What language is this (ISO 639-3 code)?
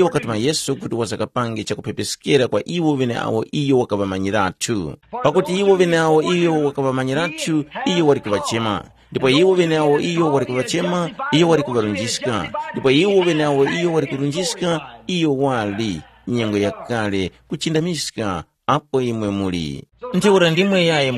tum